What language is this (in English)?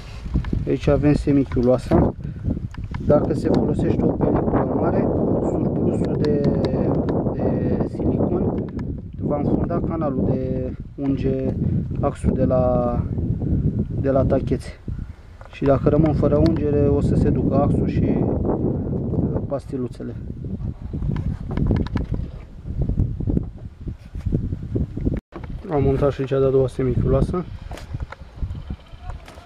Romanian